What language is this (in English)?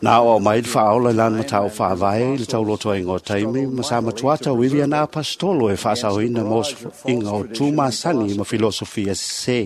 Samoan